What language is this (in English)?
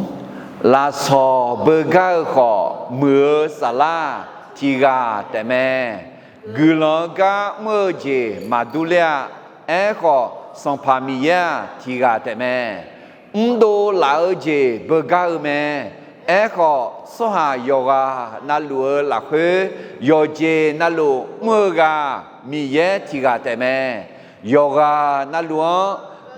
Akha